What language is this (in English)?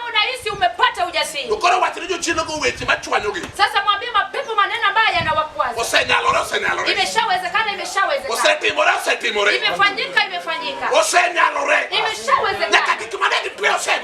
Luo (Kenya and Tanzania)